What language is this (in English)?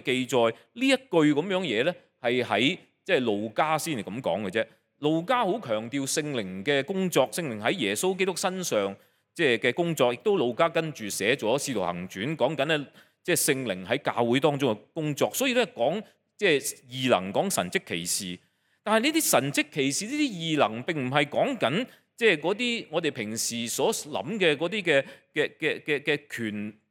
Cantonese